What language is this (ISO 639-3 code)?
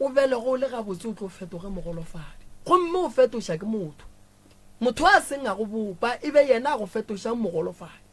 nso